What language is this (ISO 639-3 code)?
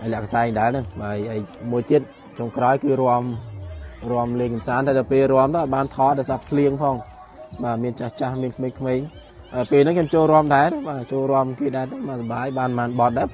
khm